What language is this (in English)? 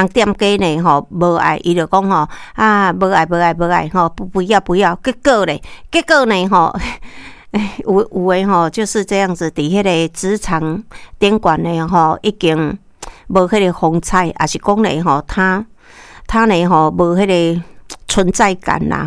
Min Nan Chinese